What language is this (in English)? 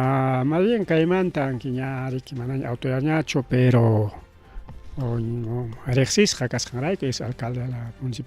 Ayacucho Quechua